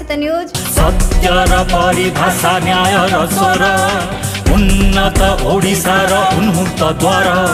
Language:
Odia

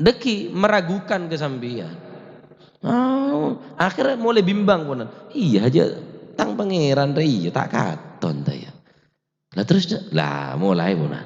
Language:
Madurese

